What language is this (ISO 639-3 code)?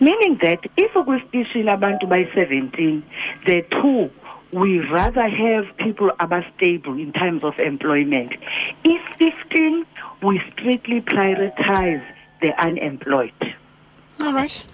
xho